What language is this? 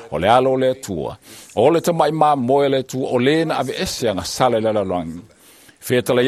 Samoan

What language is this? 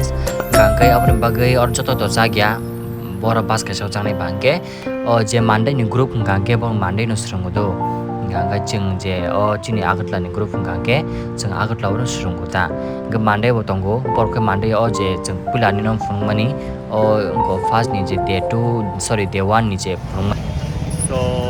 Kok Borok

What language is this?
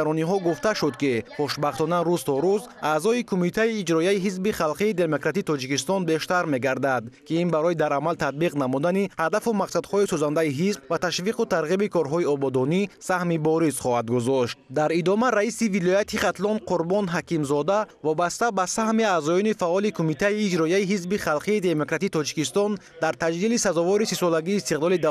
Tajik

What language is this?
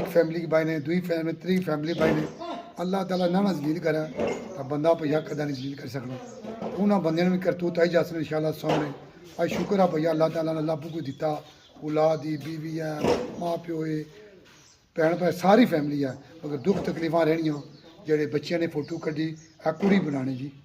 Pahari-Potwari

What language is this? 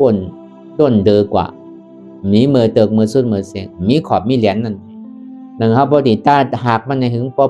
Shan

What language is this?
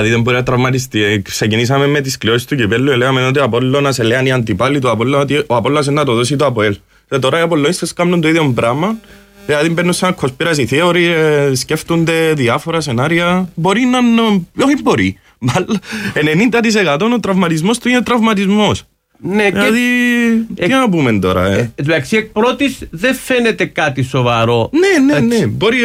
Greek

